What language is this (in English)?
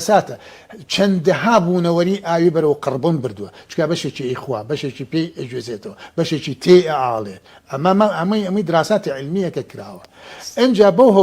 Central Kurdish